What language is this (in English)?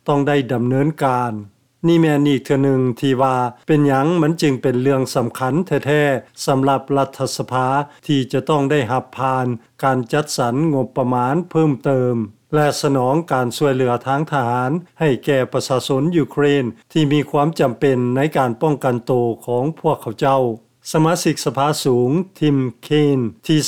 Lao